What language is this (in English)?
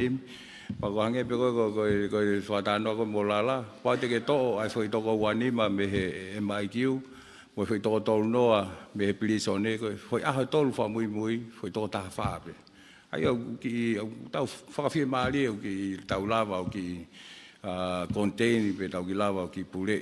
Tongan